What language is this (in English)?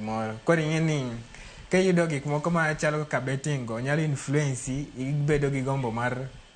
Luo (Kenya and Tanzania)